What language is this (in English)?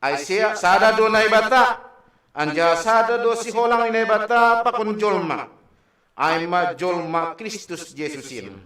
Batak Simalungun